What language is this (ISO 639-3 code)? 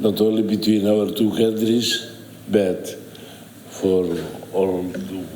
tet